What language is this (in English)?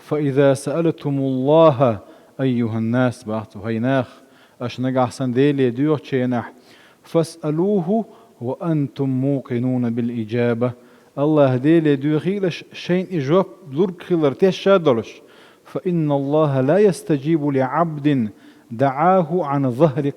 Chechen